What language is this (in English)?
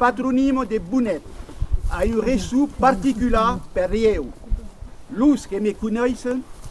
Occitan